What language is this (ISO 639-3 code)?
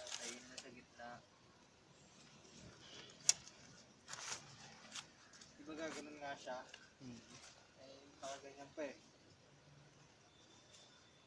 fil